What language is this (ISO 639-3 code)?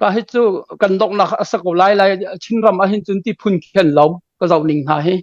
cnh